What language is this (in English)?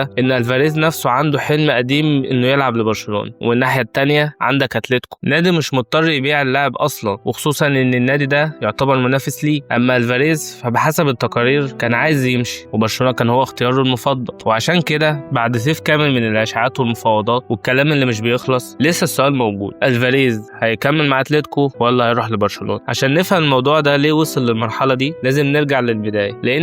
Egyptian Arabic